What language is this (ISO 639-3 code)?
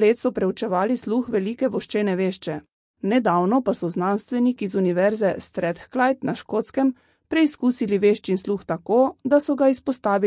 slv